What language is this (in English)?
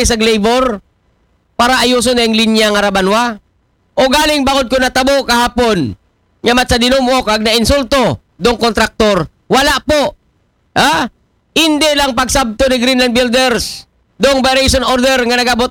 Aklanon